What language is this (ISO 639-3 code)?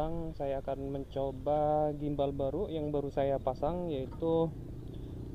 ind